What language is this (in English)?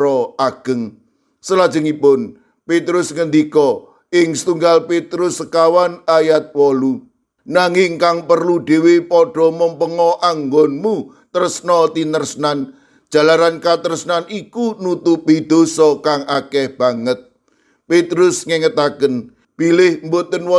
Javanese